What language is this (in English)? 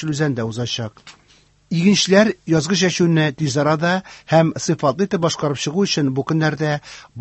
Tatar